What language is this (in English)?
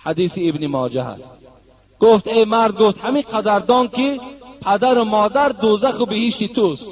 Tajik